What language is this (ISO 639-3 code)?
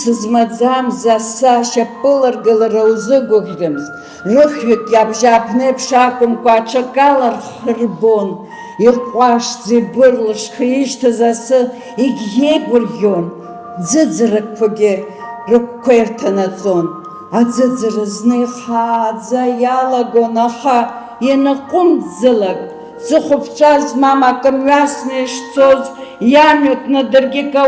abk